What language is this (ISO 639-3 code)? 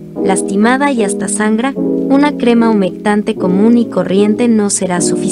spa